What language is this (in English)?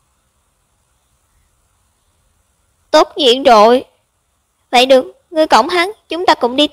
Vietnamese